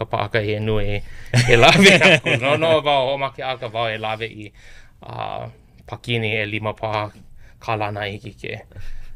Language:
Hawaiian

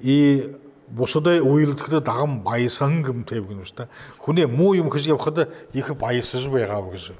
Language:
Buriat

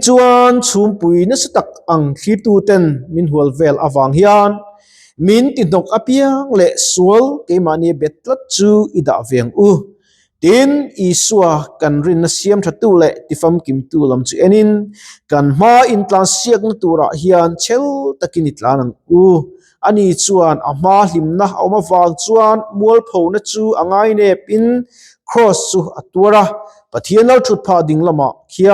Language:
Mizo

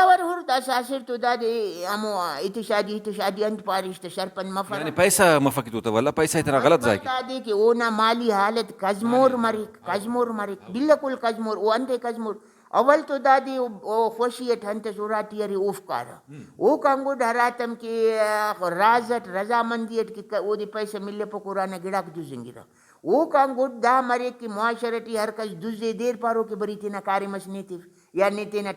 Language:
Brahui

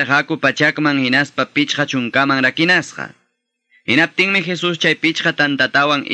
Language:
Quechua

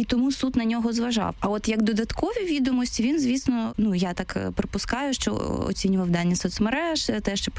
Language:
Ukrainian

